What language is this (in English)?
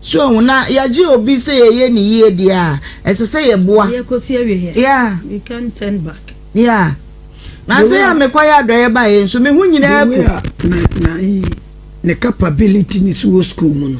Akan